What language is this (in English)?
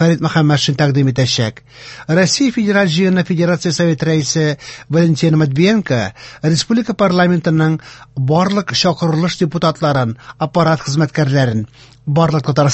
Tatar